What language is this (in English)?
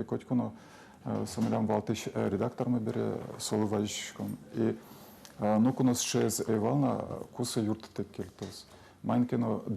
Udmurt